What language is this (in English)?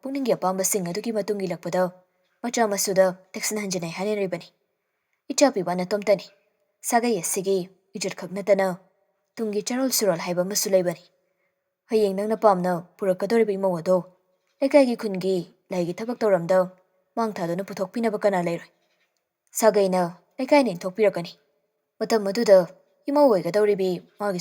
Manipuri